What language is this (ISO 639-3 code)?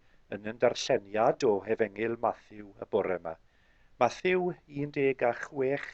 cym